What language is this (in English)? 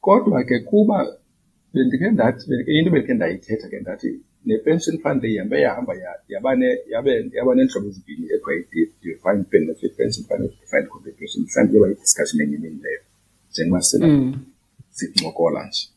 Xhosa